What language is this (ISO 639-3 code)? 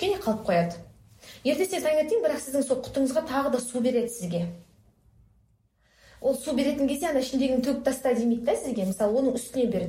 kaz